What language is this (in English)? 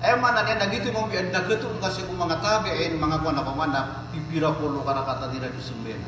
Maranao